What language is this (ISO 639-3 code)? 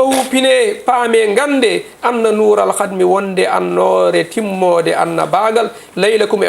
ful